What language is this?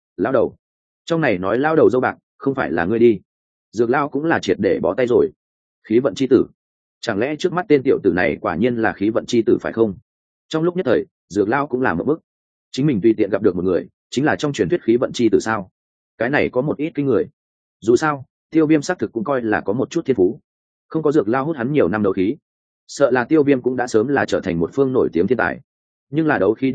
Vietnamese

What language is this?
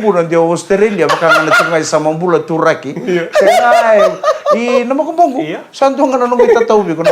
Fijian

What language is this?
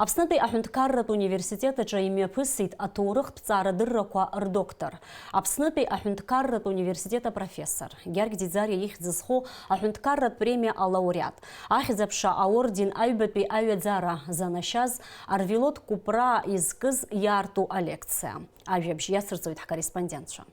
Abkhazian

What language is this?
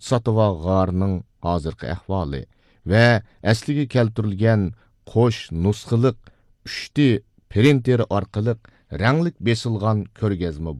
Uyghur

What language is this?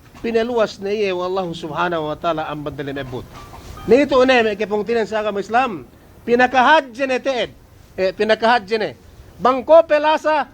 Yakan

